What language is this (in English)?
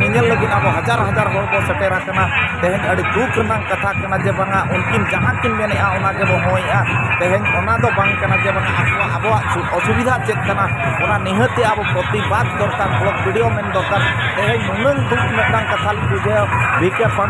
Santali